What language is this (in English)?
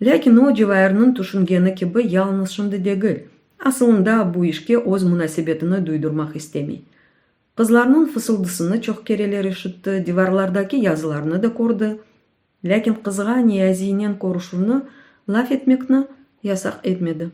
Crimean Tatar